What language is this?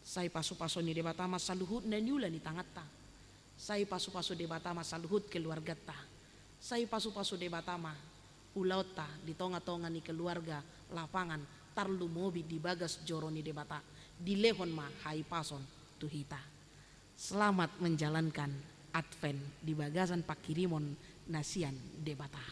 Batak Toba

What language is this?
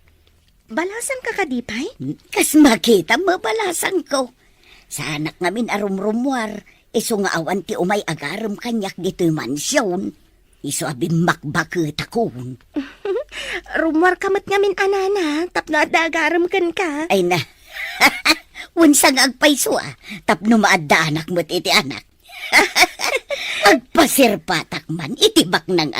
Iloko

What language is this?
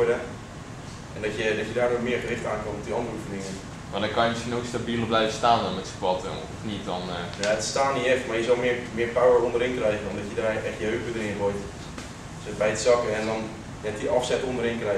Dutch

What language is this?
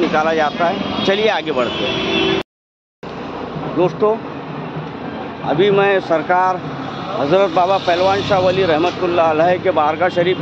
Hindi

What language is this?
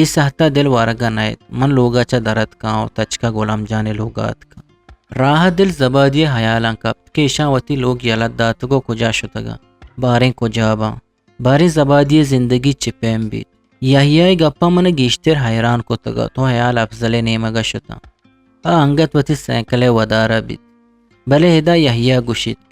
Eastern Balochi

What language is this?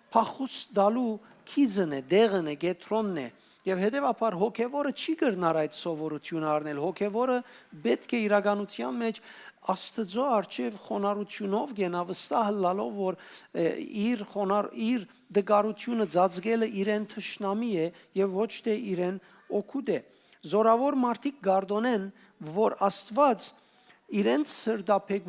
Western Armenian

